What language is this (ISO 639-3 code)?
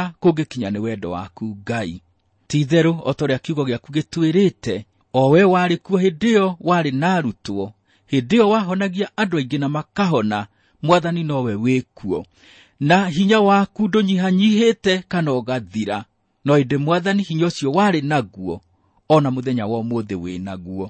kik